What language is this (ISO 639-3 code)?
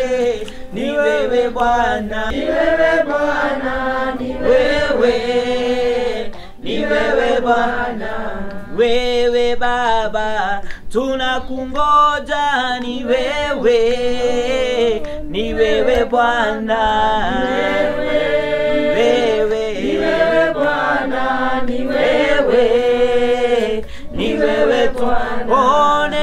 swa